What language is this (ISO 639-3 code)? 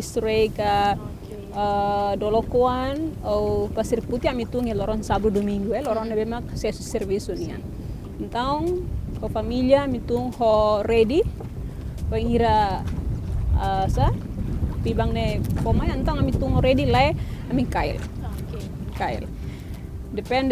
tet